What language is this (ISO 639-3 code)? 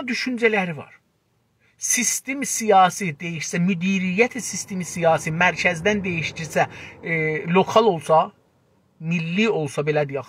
azb